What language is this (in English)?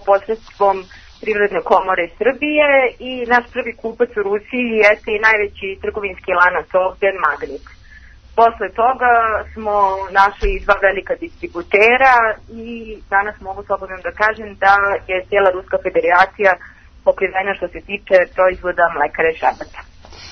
Serbian